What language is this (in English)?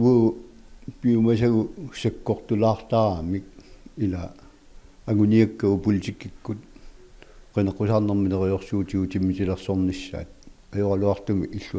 Kalaallisut